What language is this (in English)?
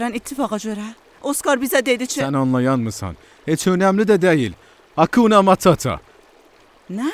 South Azerbaijani